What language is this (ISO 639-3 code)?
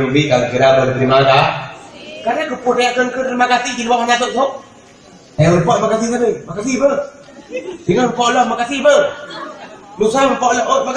ace